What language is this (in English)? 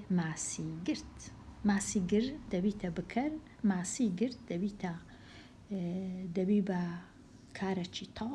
Central Kurdish